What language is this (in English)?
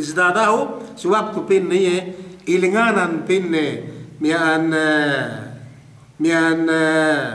Yakan